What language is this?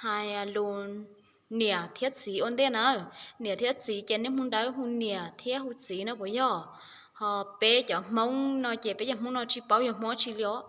Hmong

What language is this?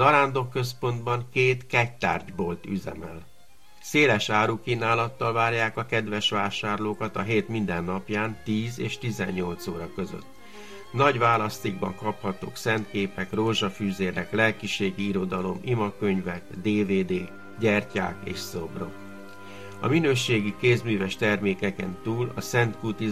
Hungarian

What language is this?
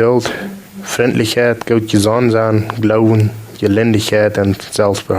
Plautdietsch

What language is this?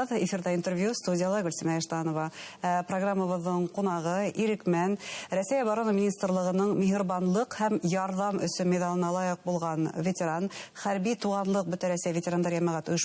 Bashkir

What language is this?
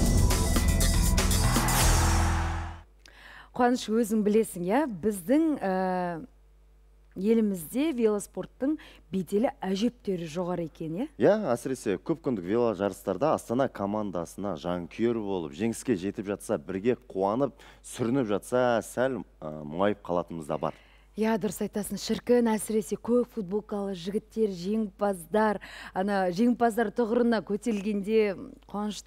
Kazakh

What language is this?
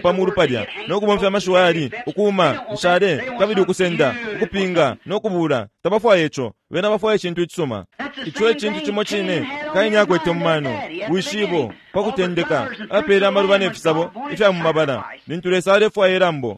Bemba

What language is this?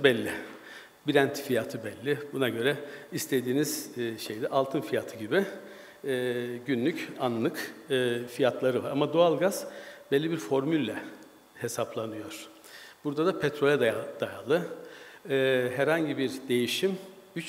Turkish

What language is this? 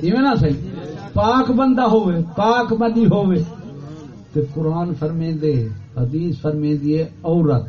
Saraiki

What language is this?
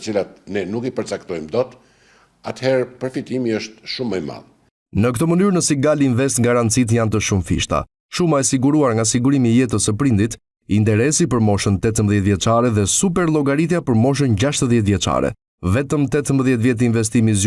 Albanian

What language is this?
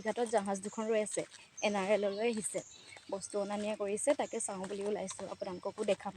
Assamese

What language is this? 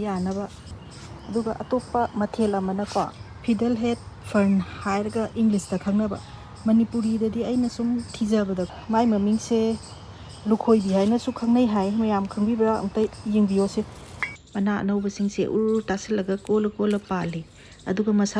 Manipuri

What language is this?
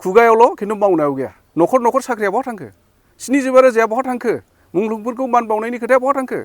Bodo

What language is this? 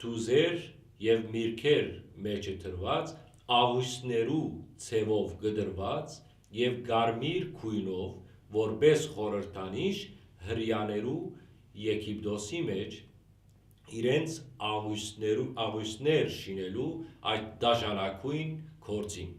Western Armenian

